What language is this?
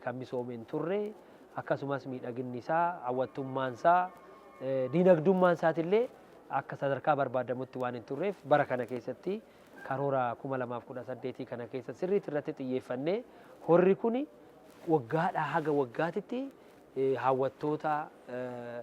Oromo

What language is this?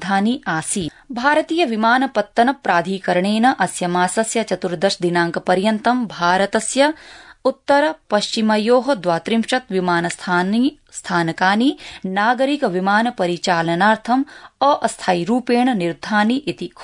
Sanskrit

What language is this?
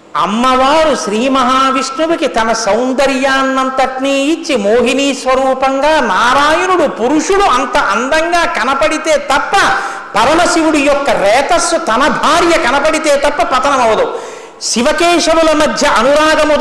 Telugu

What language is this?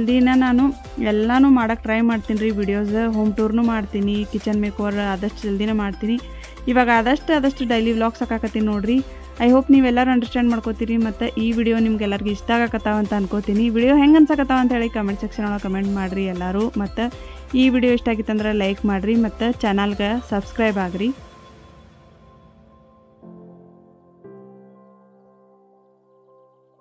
Kannada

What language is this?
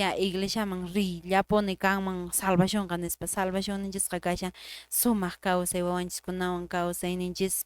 Quechua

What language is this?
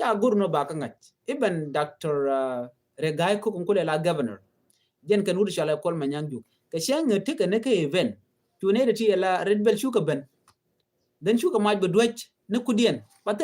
Nuer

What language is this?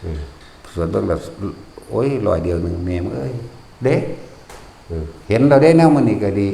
Northeastern Thai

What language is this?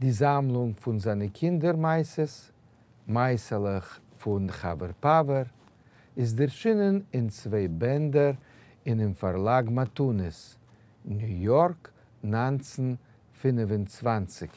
Yiddish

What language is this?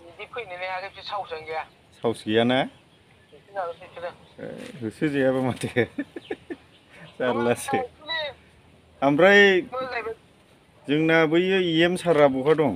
Bodo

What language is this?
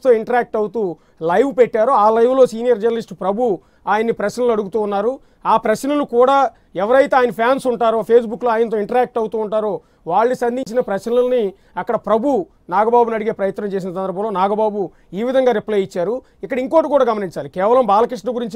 Telugu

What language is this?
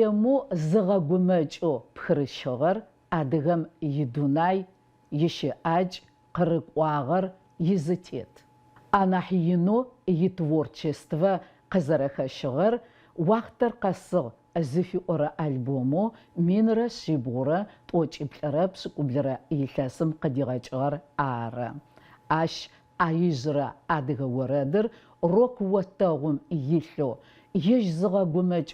Adyghe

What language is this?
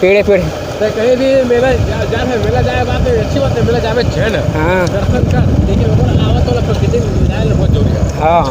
Chhattisgarhi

